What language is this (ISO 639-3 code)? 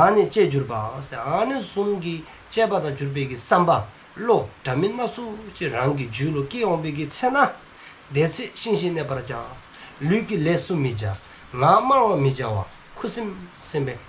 dzo